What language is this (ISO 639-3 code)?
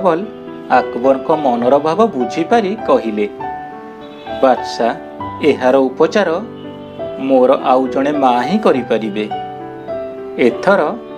ori